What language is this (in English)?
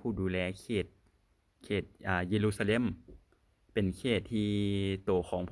Lao